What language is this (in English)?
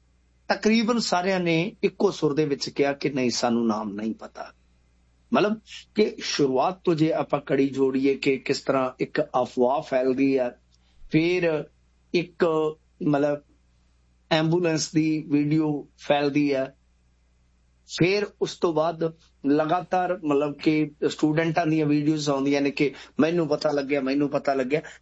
Punjabi